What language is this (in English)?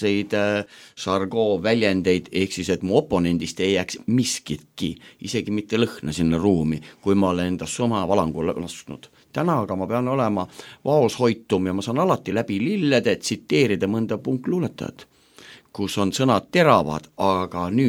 Estonian